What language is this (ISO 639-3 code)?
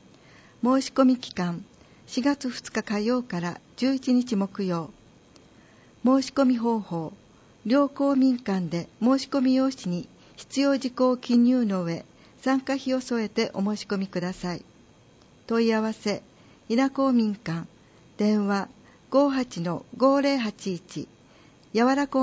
jpn